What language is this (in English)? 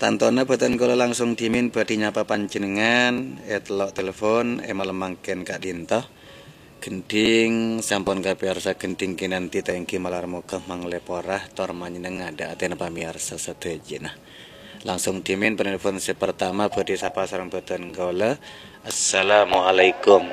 Madurese